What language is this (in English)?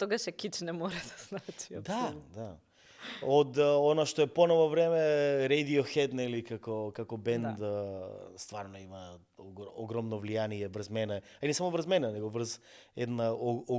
Macedonian